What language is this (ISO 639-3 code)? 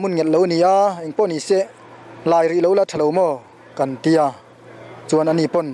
lus